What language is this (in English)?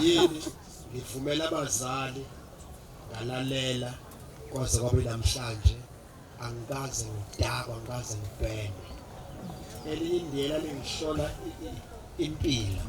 Zulu